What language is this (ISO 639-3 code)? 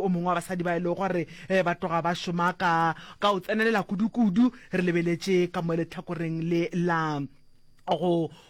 nso